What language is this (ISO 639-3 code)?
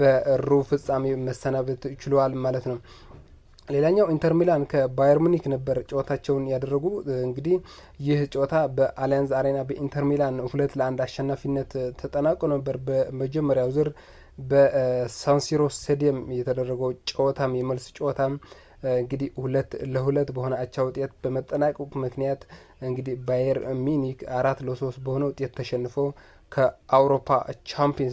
amh